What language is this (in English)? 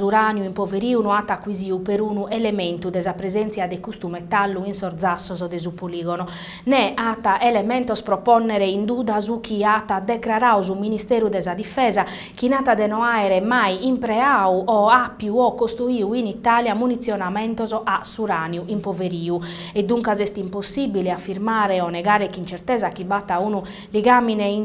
Sardinian